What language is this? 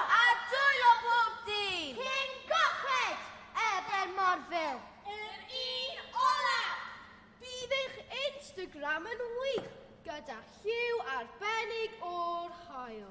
Welsh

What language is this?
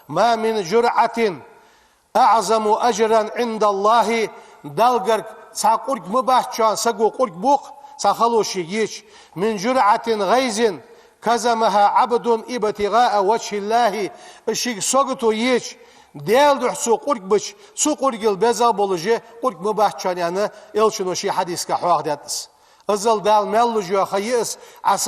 Ingush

